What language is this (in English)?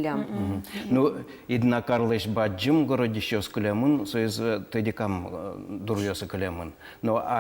Udmurt